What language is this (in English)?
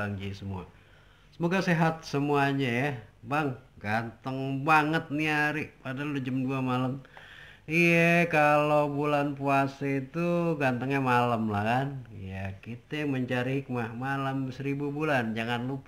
Betawi